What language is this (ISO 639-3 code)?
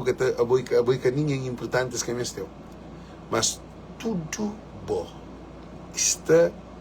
kea